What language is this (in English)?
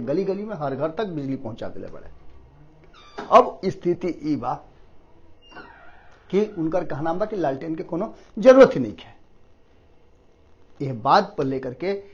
Bhojpuri